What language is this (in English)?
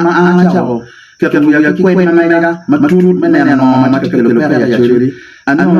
Acoli